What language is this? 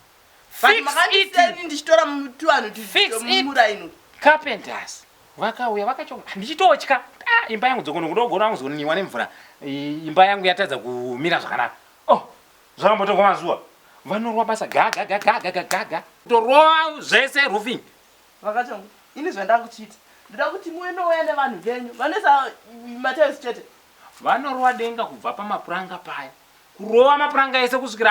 Shona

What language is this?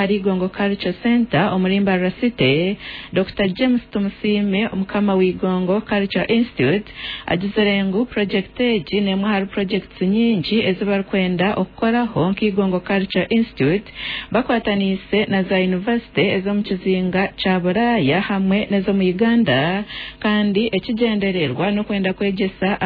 Nyankole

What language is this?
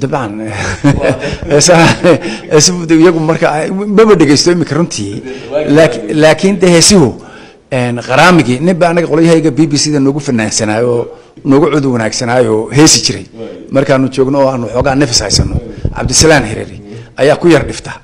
Somali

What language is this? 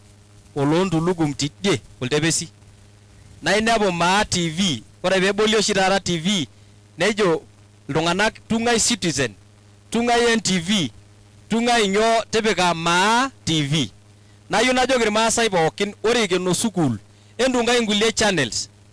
Masai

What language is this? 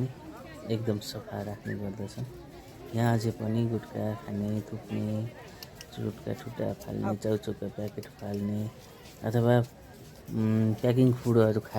Nepali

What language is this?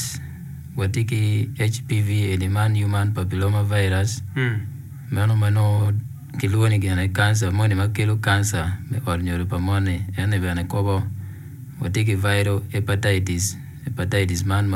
Acoli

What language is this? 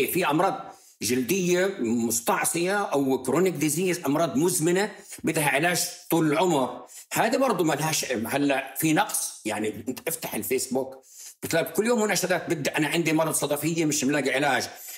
North Levantine Arabic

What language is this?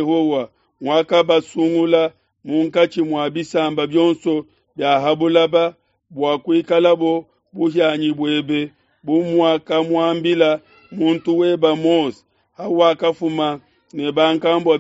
Luba-Lulua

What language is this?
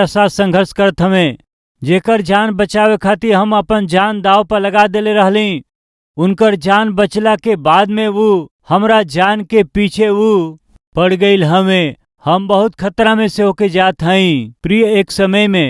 Bhojpuri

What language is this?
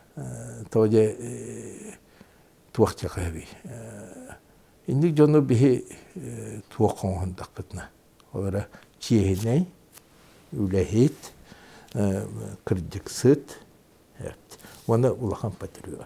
Yakut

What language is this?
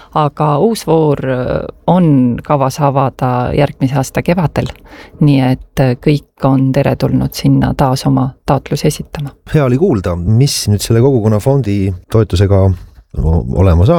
Estonian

